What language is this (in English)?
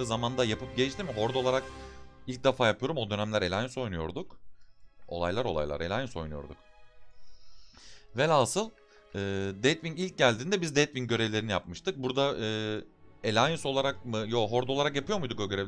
Turkish